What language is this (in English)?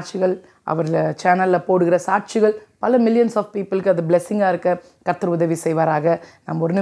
Tamil